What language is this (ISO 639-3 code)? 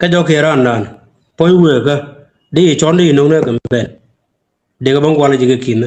nus